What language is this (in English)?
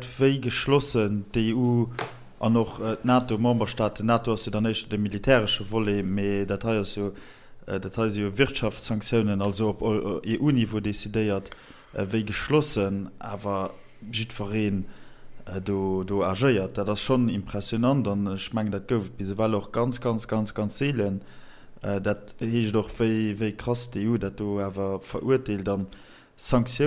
Luxembourgish